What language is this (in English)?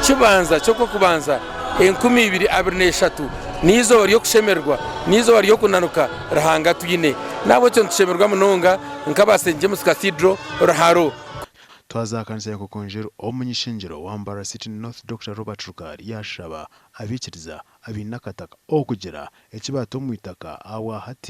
Nyankole